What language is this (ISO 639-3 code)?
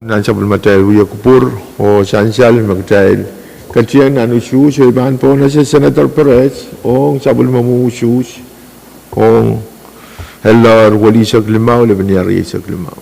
pon